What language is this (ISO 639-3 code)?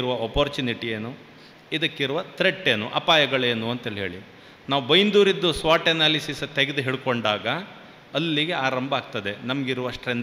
kan